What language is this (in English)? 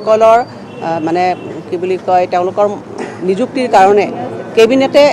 Assamese